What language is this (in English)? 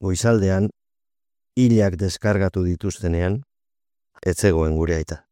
Basque